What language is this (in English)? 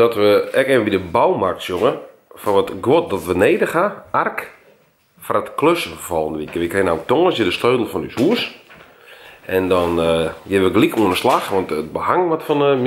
Western Frisian